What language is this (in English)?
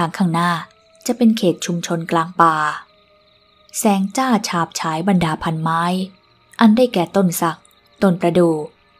Thai